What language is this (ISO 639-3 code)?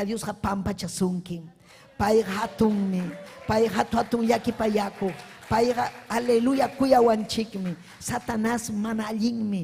quy